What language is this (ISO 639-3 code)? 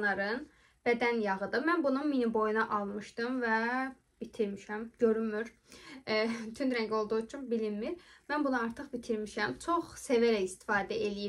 aze